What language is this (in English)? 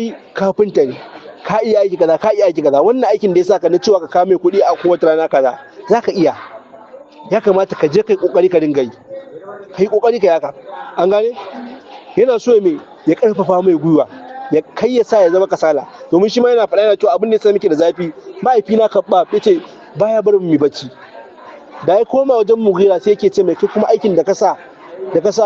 Hausa